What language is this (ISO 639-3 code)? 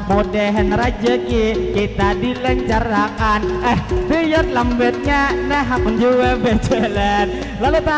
bjn